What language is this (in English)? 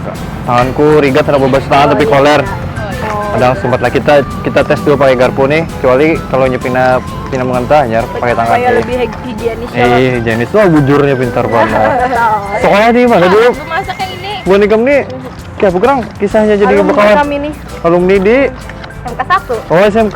Banjar